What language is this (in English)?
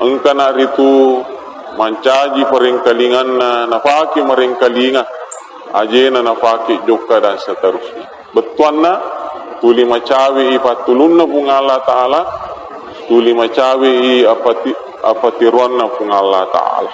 Buginese